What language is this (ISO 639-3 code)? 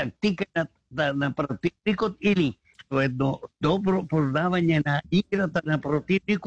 mkd